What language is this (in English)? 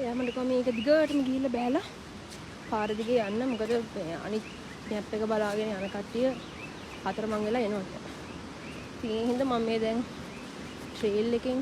Sinhala